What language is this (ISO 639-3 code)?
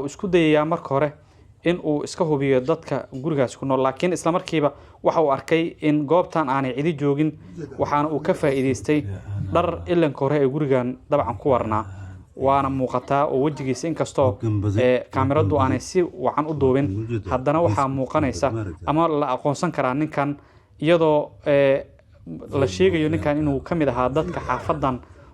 som